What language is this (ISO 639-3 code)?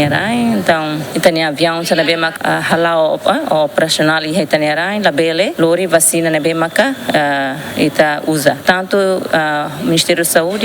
tet